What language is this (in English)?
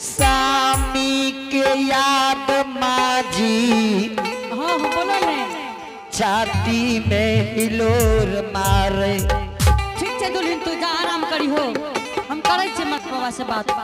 Angika